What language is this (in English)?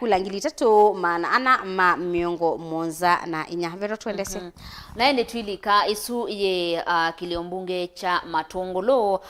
Kamba